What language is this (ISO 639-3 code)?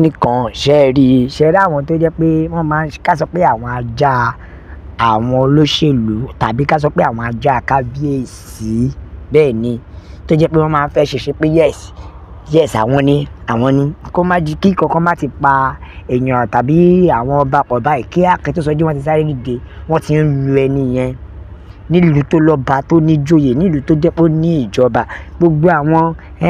yor